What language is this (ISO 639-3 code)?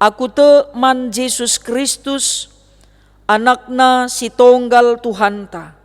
btx